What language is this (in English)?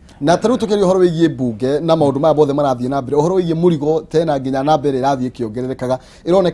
Kikuyu